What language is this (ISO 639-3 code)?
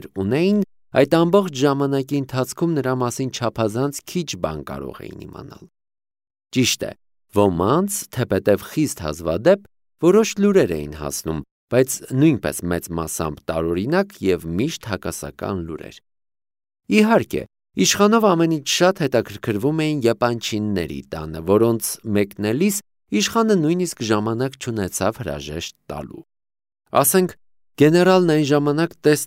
hye